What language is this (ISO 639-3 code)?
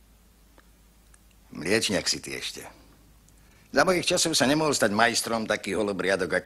slk